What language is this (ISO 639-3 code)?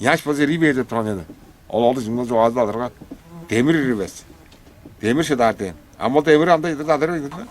tyv